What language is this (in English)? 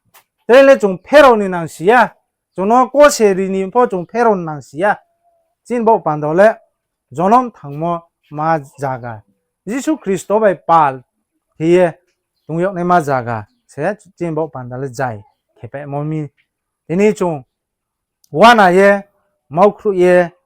Riang (India)